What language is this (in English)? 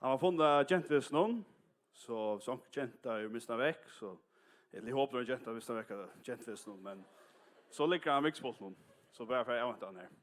Faroese